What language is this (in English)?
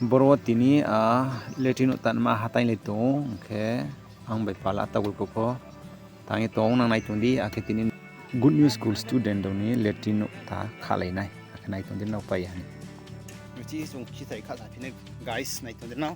Riang (India)